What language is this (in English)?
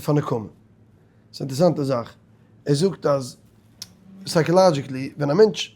Yiddish